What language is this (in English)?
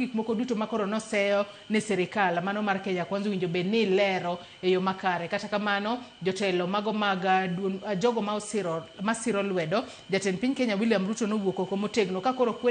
Luo (Kenya and Tanzania)